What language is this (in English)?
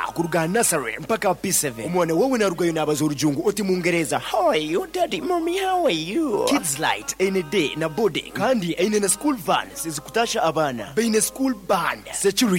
Nyoro